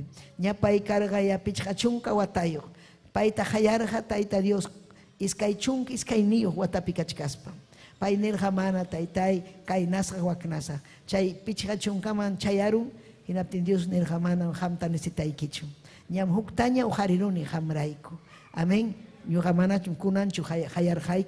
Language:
Ayacucho Quechua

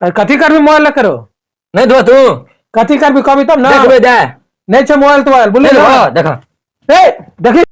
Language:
Maithili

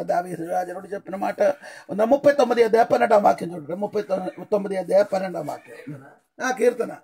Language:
Telugu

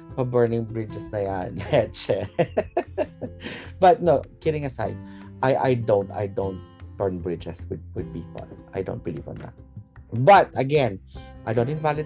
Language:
Filipino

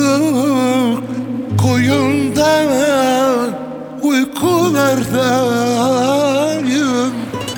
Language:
Turkish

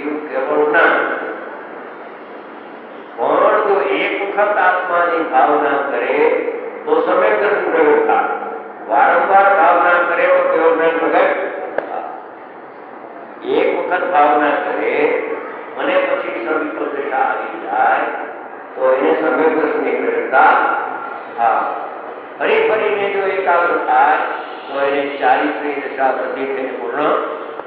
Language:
Gujarati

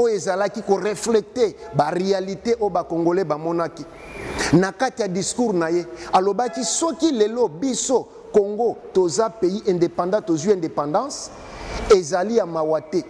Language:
Lingala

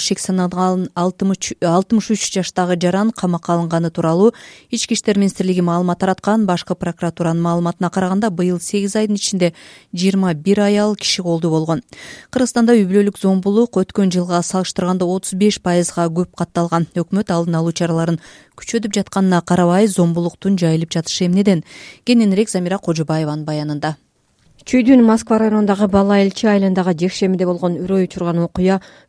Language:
Kyrgyz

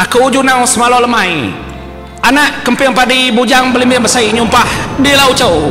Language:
Iban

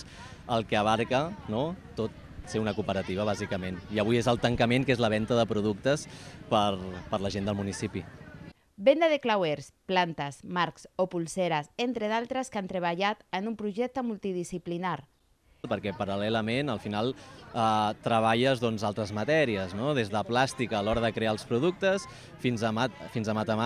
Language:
Catalan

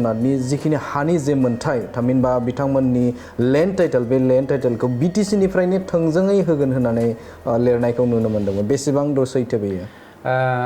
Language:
Bodo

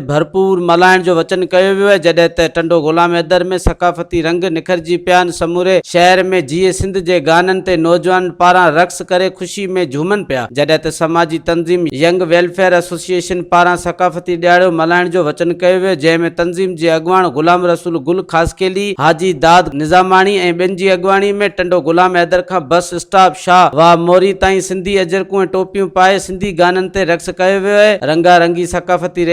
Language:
Sindhi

